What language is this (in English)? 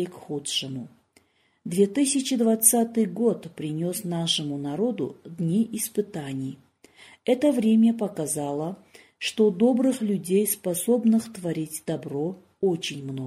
Russian